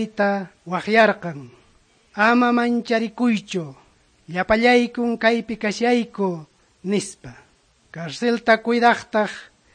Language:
Quechua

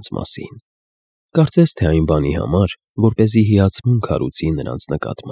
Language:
Armenian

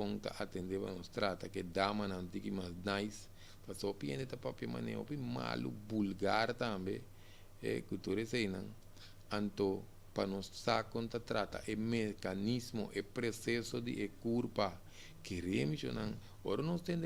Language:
Papiamento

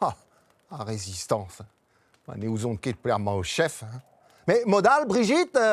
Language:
Breton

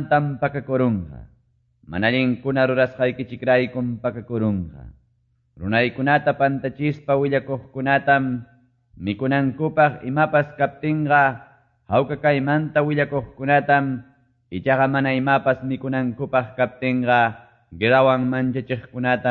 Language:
Quechua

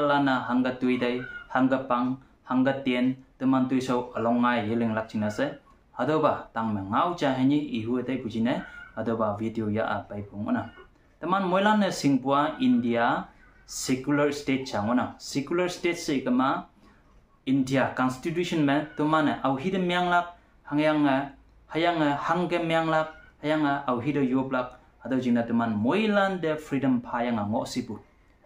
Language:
Konyak Naga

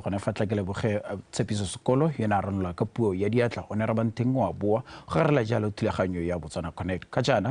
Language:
Tswana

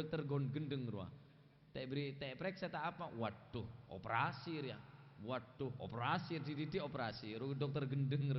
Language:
Madurese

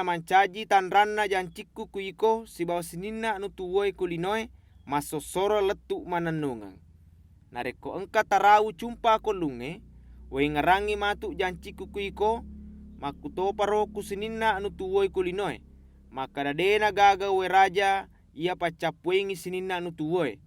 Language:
Buginese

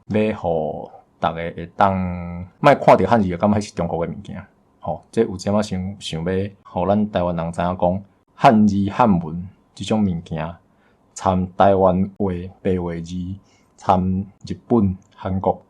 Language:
Min Nan Chinese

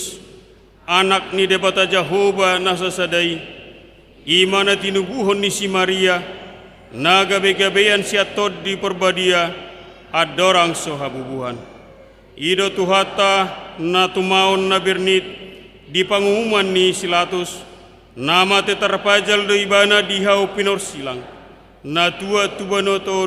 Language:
Batak Toba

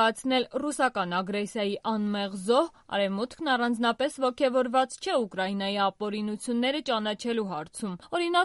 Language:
Armenian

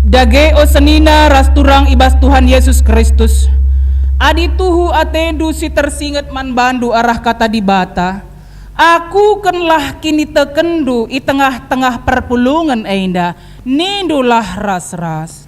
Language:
Batak Karo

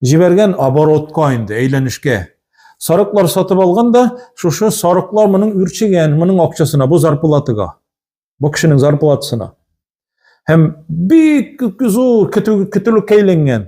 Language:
Tatar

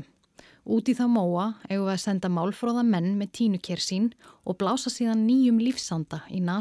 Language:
Icelandic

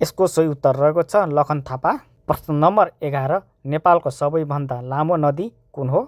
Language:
Nepali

